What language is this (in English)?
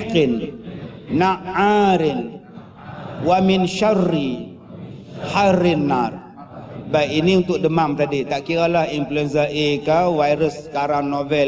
Malay